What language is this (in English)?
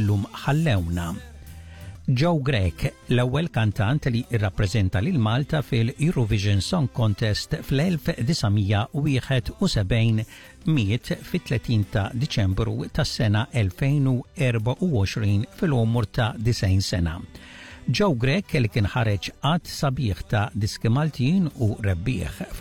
Maltese